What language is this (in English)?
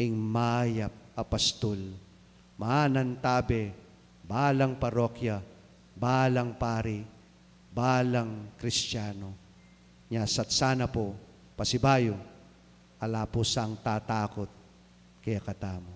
Pampanga